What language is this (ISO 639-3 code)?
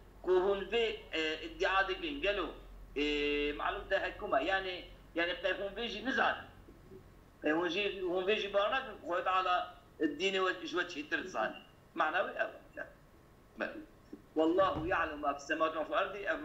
kur